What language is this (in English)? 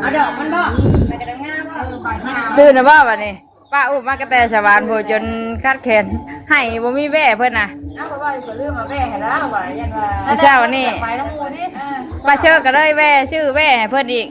Northeastern Thai